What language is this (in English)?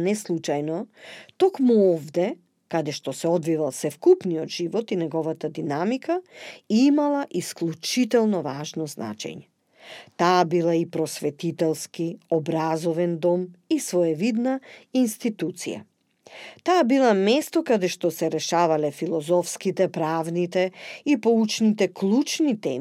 Macedonian